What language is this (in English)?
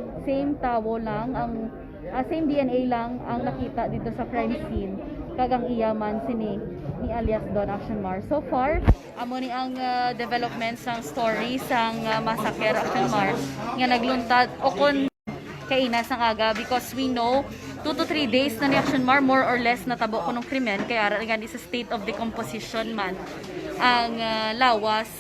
Hiligaynon